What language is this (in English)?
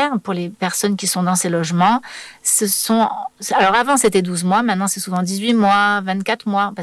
French